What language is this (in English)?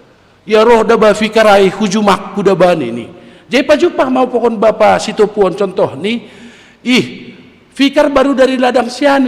Batak Simalungun